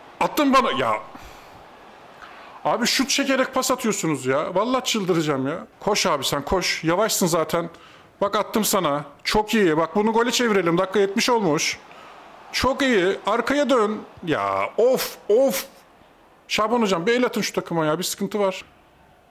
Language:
Turkish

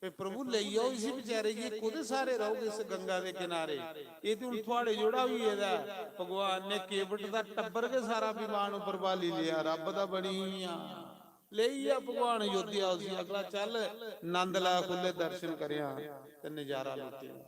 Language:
Dogri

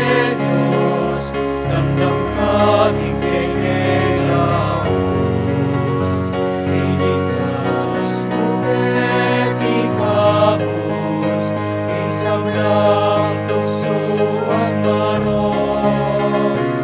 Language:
Pampanga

